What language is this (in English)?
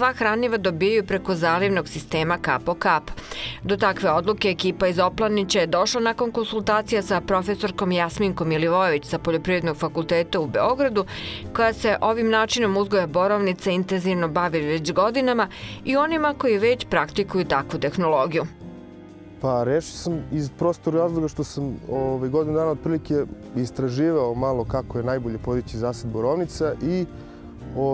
Serbian